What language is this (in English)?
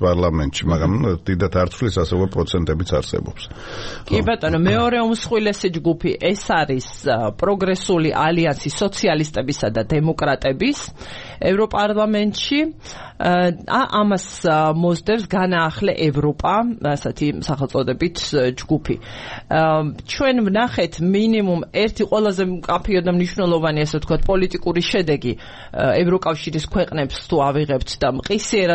Georgian